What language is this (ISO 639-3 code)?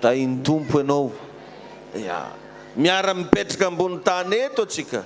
mlg